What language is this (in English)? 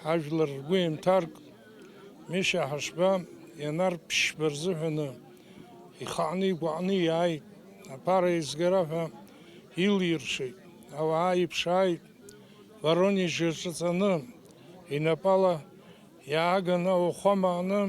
Abkhazian